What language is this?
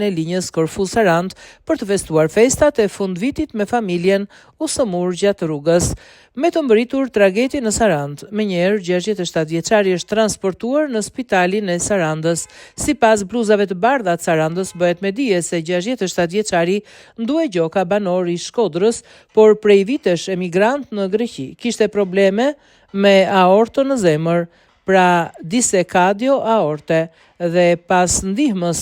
Albanian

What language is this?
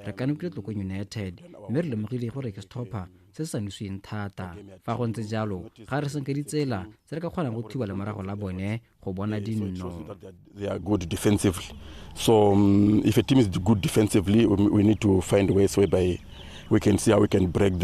Tswana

